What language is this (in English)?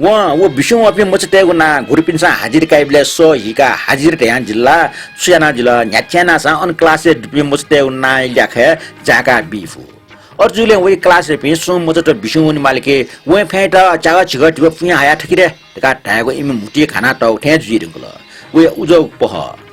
Newari